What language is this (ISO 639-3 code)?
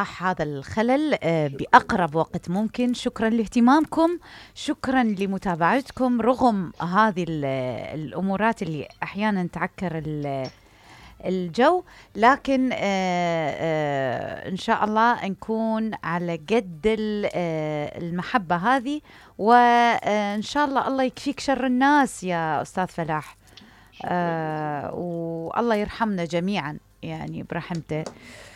acm